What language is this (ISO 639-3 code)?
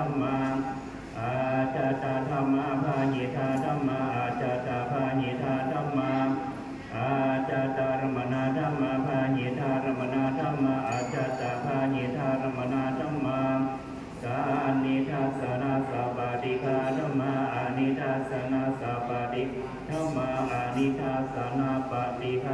pli